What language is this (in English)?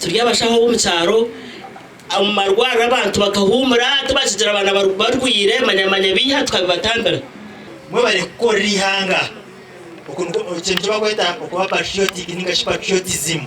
Nyankole